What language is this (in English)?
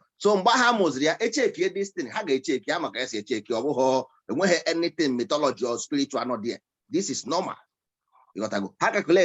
Igbo